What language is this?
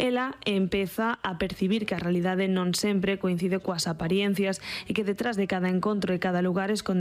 Galician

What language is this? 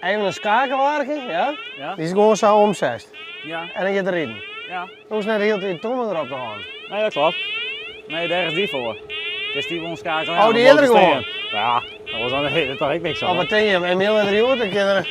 Western Frisian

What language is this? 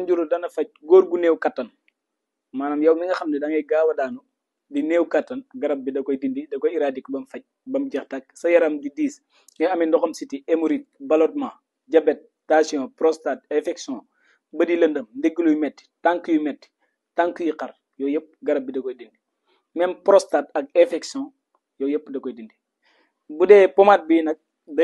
Wolof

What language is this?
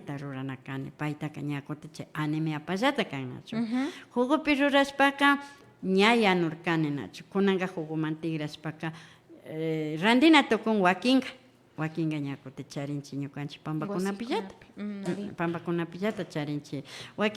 Imbabura Highland Quichua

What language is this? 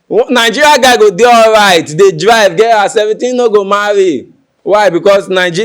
Nigerian Pidgin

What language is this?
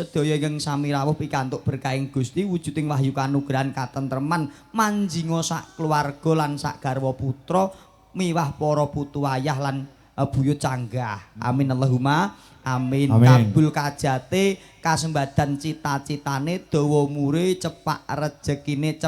Javanese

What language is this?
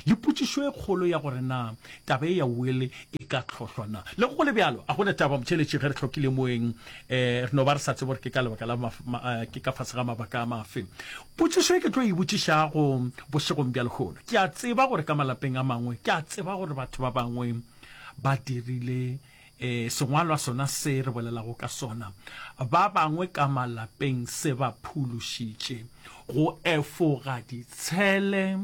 Northern Sotho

